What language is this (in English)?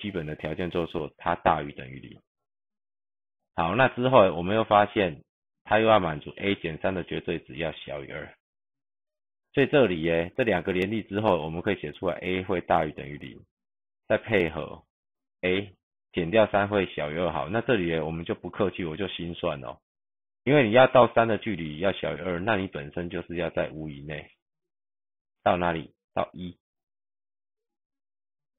Chinese